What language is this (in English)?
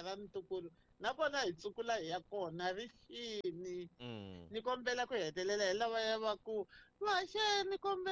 Tsonga